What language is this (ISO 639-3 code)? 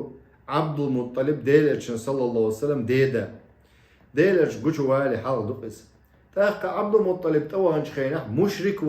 che